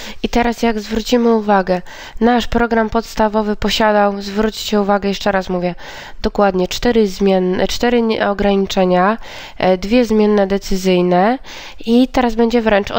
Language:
Polish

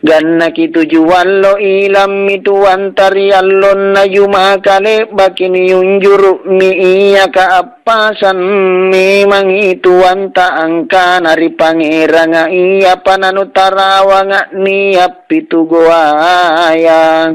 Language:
Makasar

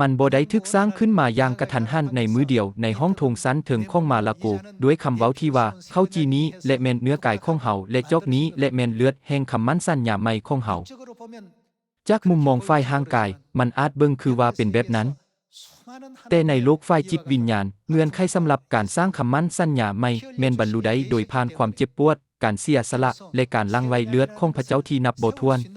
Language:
Lao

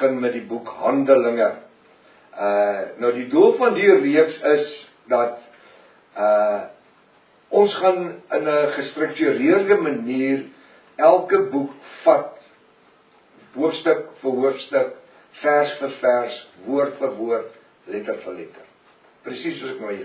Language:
Afrikaans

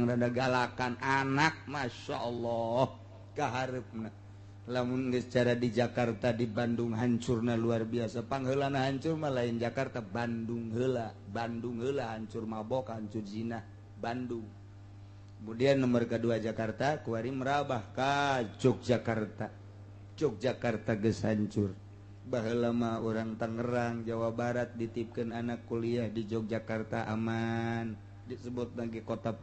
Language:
Sundanese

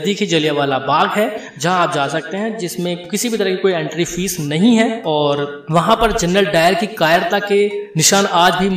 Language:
Hindi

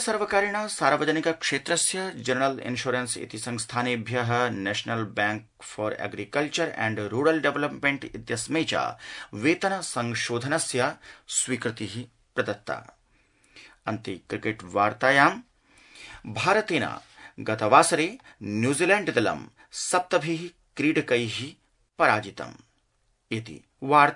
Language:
Sanskrit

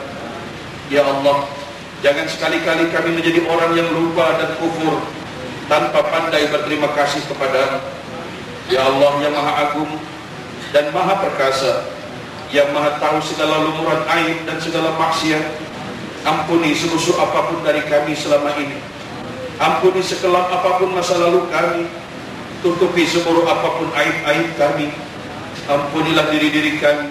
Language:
Malay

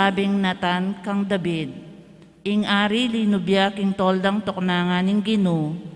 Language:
Pampanga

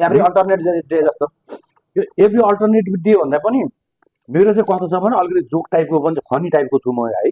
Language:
Nepali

